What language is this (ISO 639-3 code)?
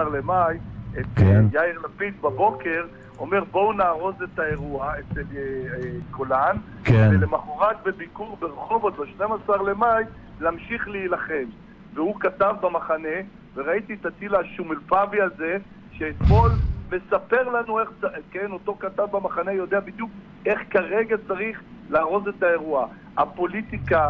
heb